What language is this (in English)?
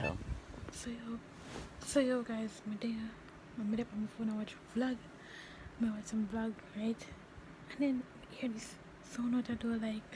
Jamaican Creole English